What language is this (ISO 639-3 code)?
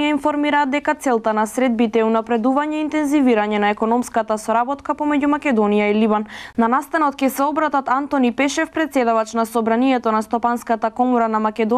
mkd